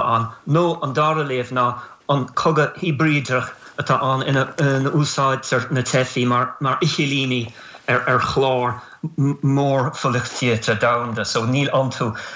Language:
Irish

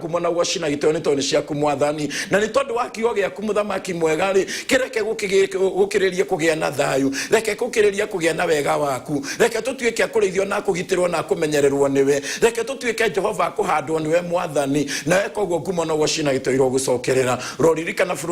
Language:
Kikuyu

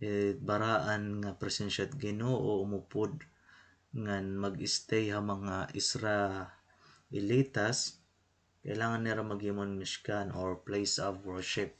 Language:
Waray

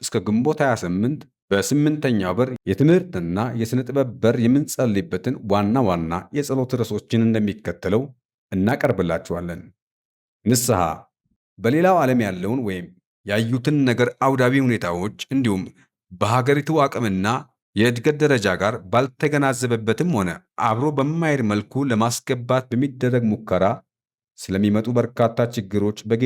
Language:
Amharic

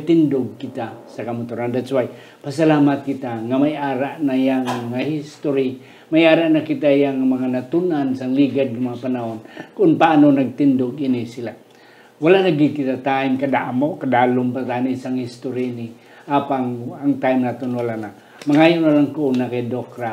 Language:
Hiligaynon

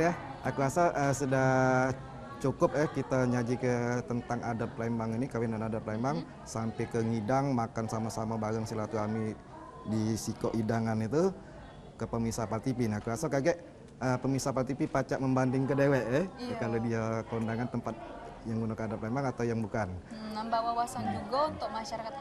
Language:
Musi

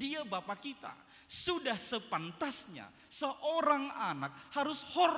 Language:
Batak Toba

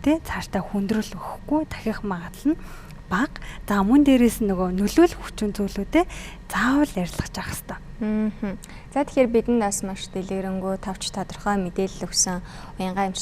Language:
Mongolian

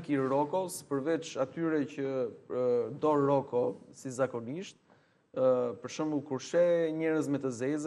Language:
Albanian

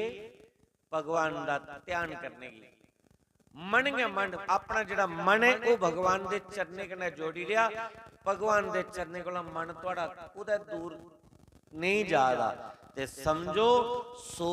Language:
Dogri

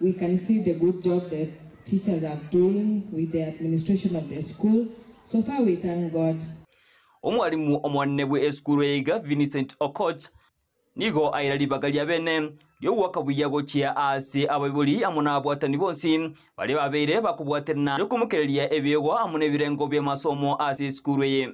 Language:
Gusii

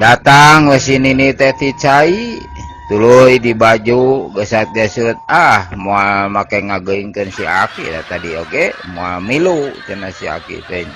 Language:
Sundanese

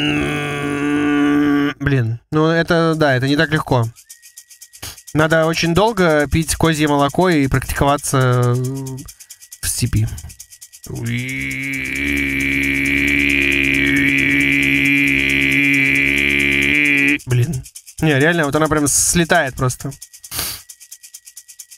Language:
Russian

